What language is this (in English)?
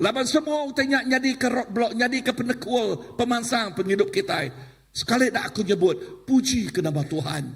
Iban